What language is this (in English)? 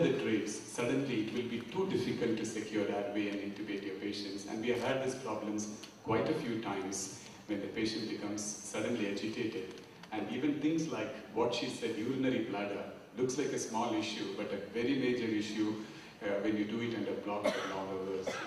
English